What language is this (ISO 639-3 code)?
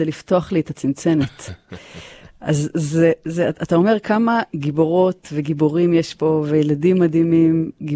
heb